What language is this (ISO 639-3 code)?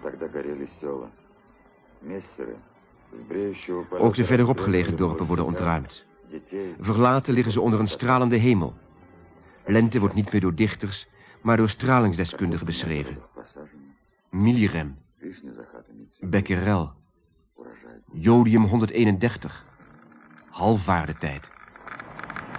nld